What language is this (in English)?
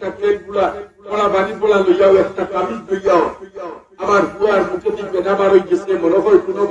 Sylheti